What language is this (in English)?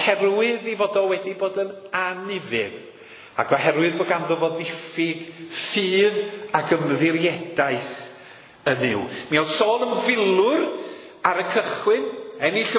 Welsh